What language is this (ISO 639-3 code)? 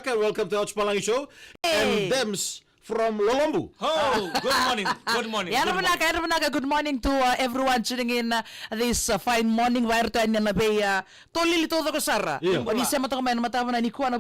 fij